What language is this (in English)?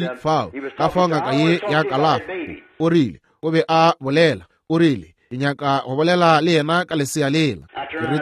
Northern Sotho